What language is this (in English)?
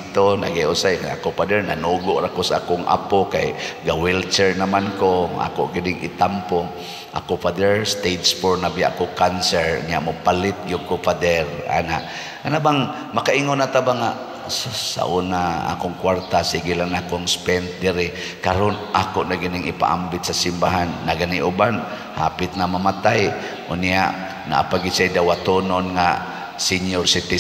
Cebuano